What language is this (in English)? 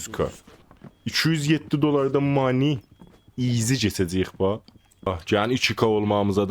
South Azerbaijani